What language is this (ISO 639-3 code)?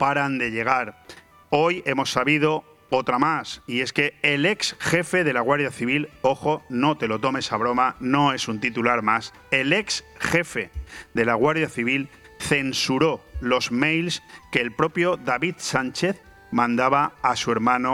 spa